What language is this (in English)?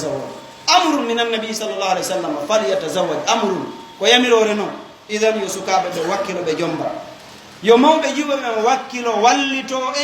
Fula